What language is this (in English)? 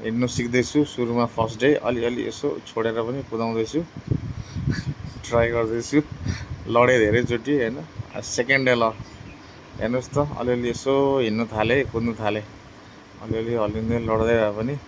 Nepali